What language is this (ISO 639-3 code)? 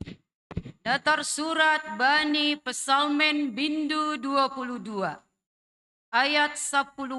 bts